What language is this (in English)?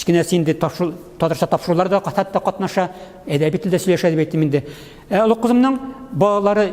Tatar